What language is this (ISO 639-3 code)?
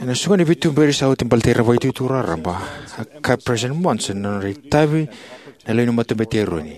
fij